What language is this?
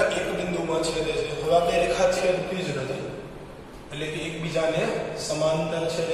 Gujarati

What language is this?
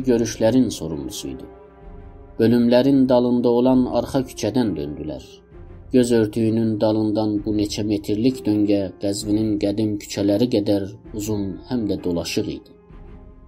South Azerbaijani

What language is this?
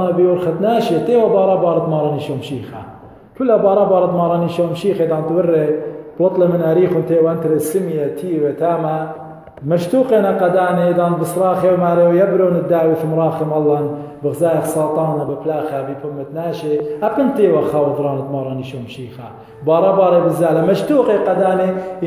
Assyrian Neo-Aramaic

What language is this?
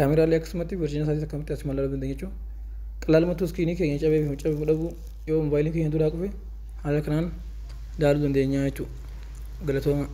Oromo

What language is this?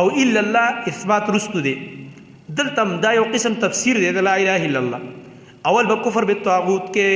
Pashto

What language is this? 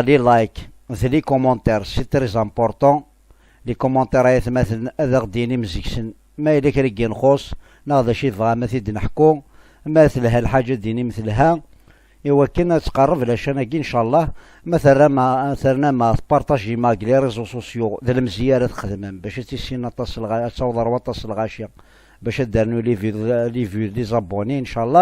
Kabyle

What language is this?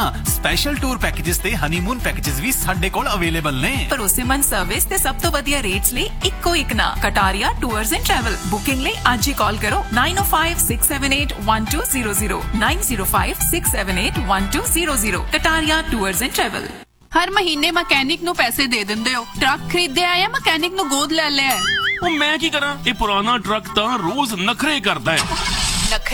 Punjabi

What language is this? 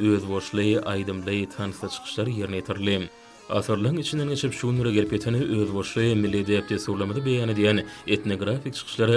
Turkmen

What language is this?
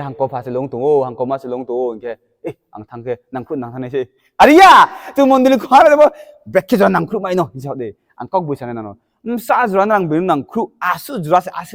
Riang (India)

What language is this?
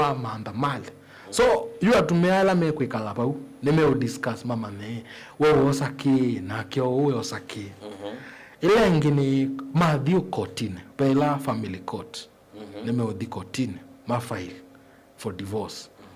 Kamba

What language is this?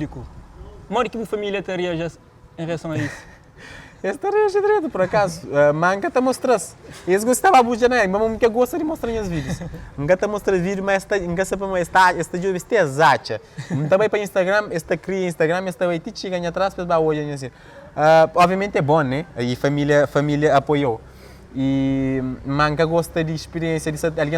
Kabuverdianu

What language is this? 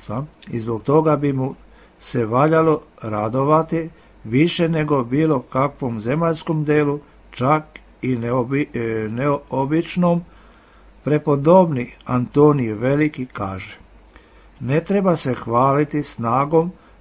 Serbian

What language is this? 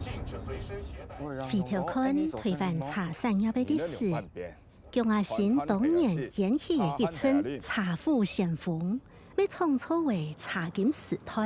Hakka Chinese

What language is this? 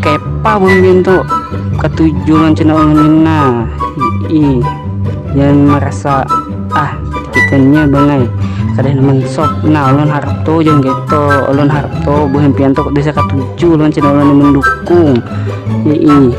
Banjar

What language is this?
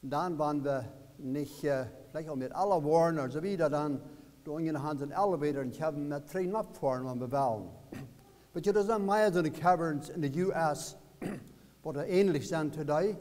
Plautdietsch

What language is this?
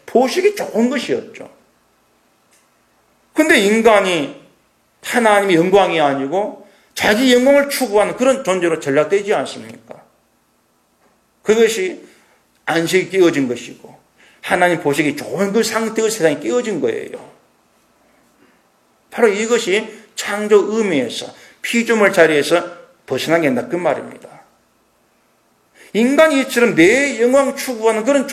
Korean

